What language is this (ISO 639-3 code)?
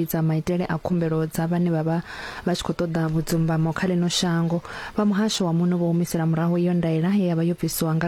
ven